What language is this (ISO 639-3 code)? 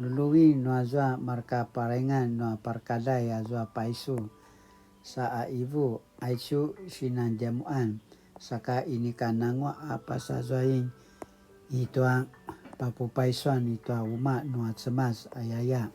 pwn